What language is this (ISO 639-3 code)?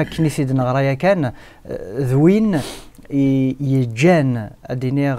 kab